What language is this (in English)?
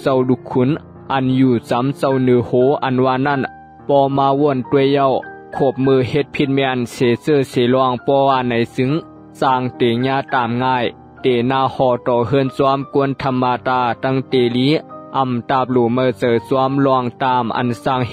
Shan